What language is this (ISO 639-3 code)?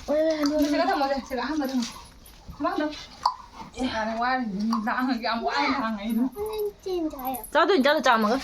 mni